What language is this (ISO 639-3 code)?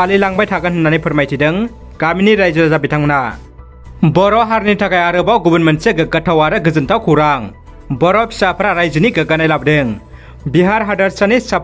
brx